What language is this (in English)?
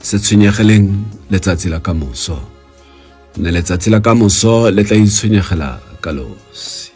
Tswana